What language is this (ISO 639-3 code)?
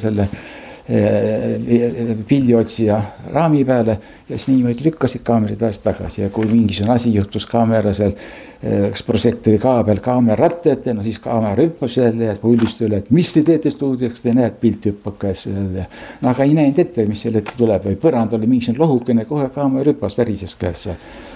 est